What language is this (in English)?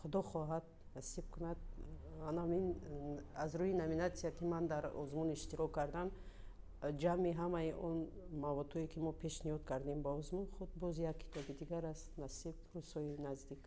Tajik